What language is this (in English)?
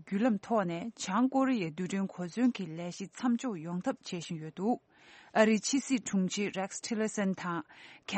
Tibetan